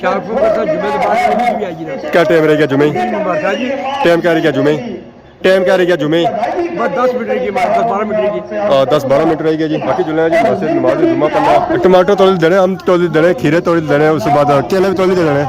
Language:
Pahari-Potwari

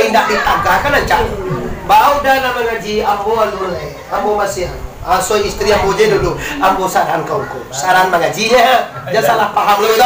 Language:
Minangkabau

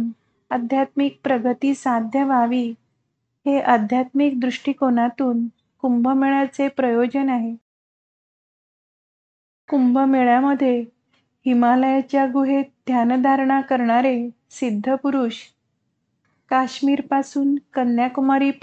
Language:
Marathi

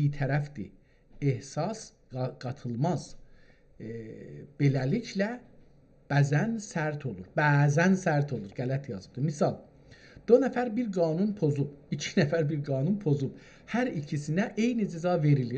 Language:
South Azerbaijani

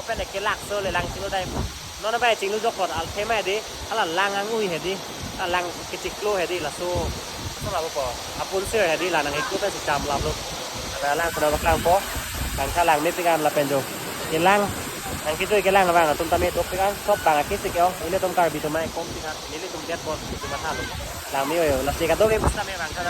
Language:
Karbi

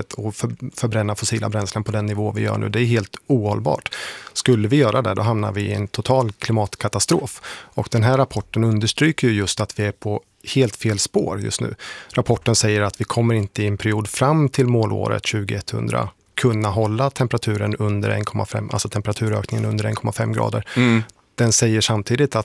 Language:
Swedish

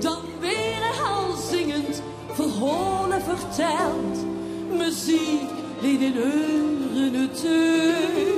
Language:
Limburgish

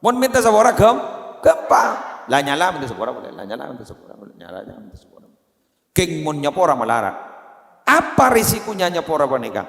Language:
Madurese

